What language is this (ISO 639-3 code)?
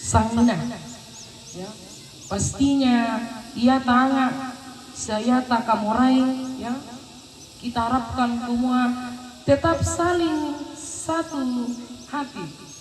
sda